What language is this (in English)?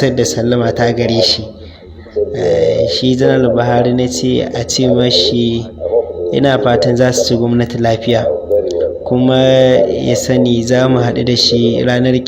Hausa